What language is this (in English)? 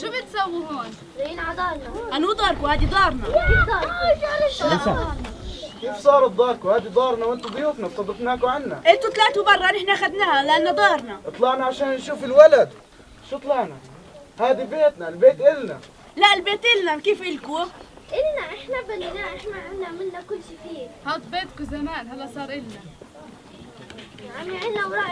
South Levantine Arabic